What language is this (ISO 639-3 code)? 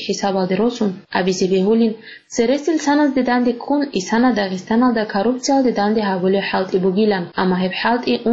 ava